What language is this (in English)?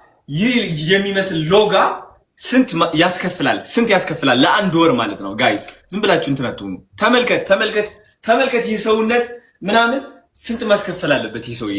Amharic